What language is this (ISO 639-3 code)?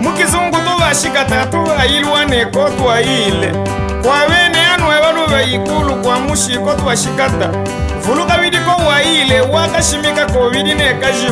lub